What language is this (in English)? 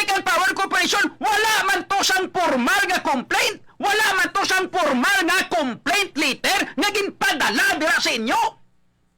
Hiligaynon